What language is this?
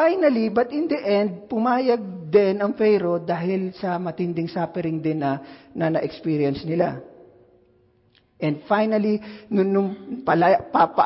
Filipino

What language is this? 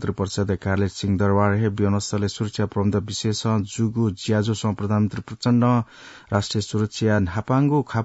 Newari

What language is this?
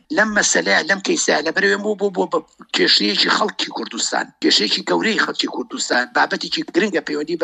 Central Kurdish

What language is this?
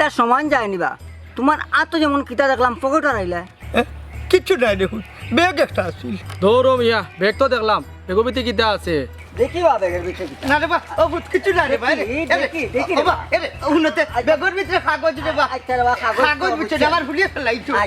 Sylheti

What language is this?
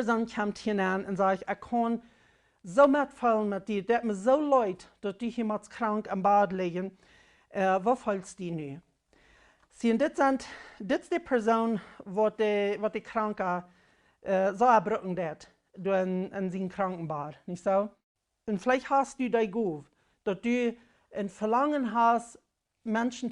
Plautdietsch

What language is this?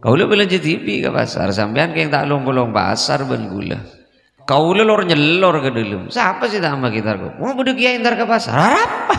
Madurese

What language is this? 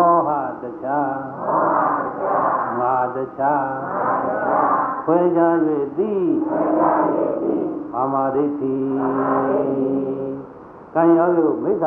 Burmese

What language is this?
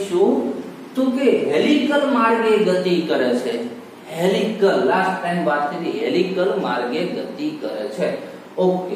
Gujarati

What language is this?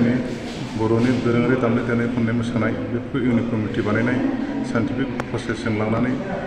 Bodo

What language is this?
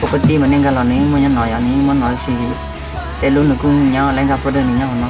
Hmong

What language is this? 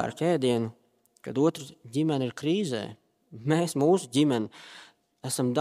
Latvian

